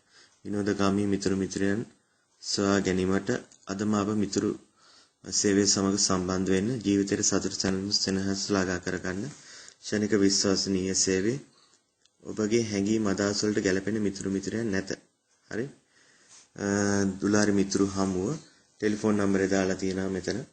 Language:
Sinhala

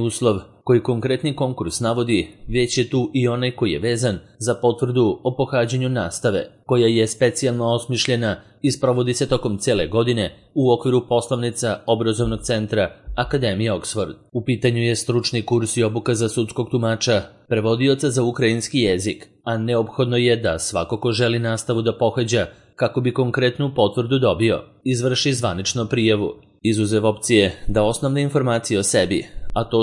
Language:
Serbian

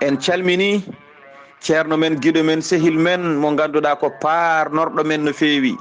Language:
Fula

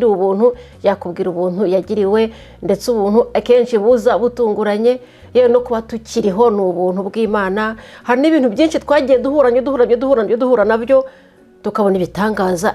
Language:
Kinyarwanda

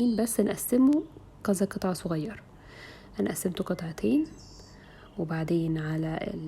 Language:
Egyptian Arabic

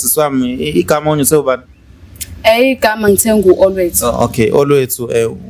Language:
Zulu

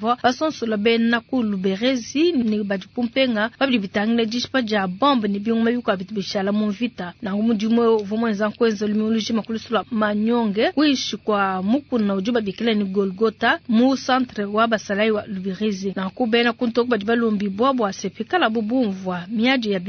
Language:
Luba-Lulua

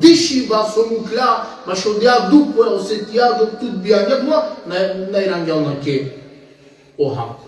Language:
Balkan Romani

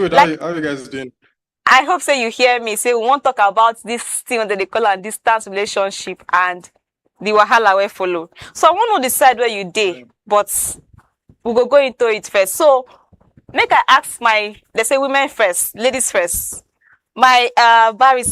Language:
Nigerian Pidgin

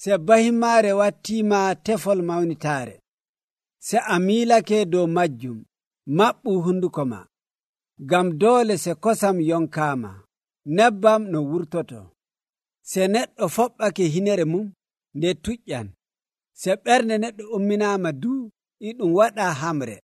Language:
Nigerian Fulfulde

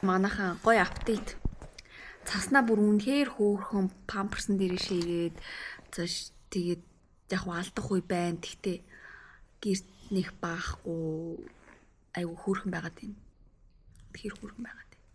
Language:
Mongolian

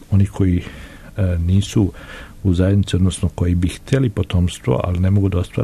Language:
Serbian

